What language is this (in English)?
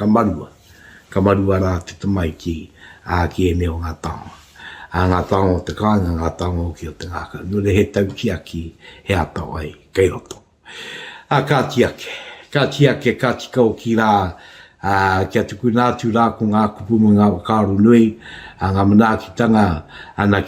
Māori